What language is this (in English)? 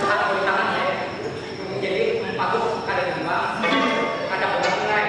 Banjar